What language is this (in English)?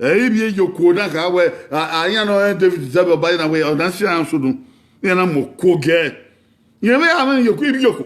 Bini